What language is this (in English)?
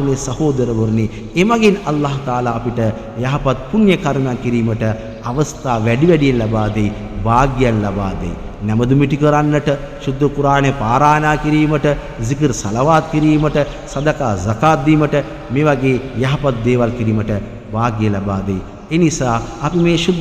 Sinhala